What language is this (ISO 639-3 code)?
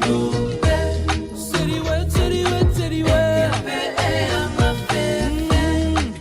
ton